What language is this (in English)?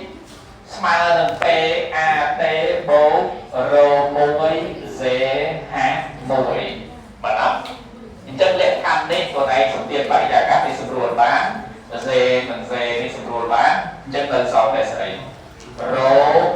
Khmer